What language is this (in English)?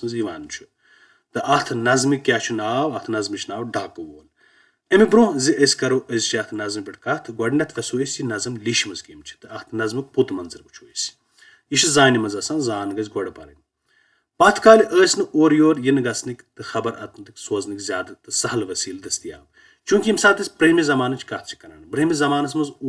Kashmiri